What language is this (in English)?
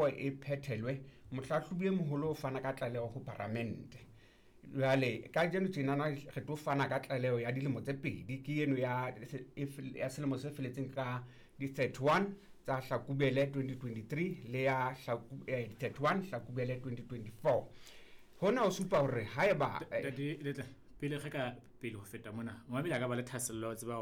Southern Sotho